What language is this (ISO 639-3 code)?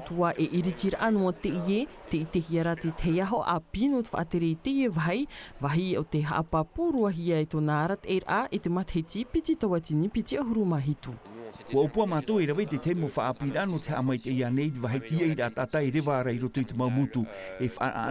tah